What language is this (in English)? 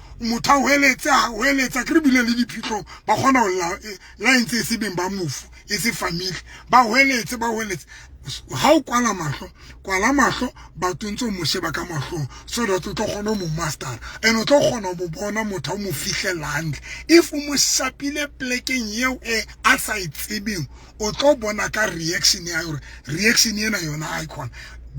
Southern Sotho